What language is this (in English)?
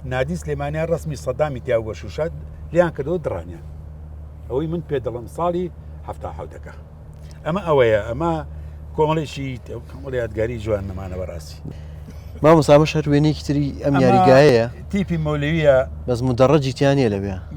Central Kurdish